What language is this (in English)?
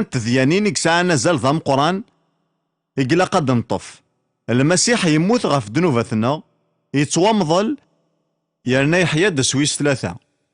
Kabyle